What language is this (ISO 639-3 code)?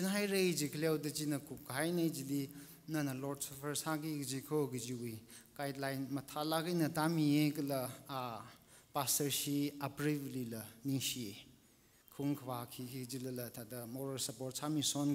nmf